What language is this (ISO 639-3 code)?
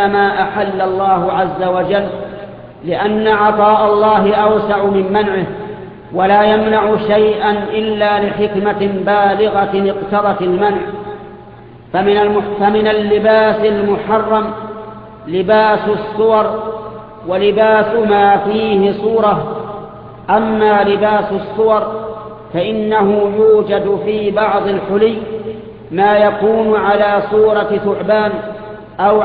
ara